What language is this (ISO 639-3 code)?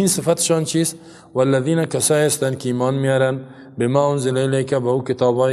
fas